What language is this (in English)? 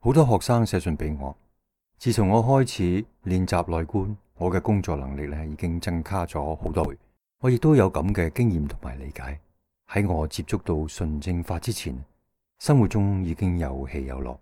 Cantonese